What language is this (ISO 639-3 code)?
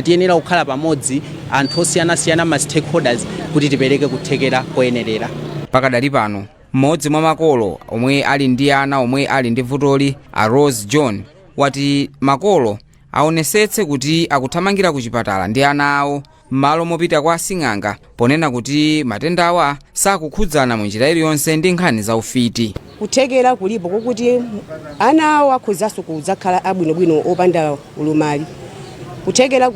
nya